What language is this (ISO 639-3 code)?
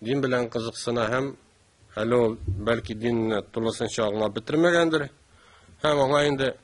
tat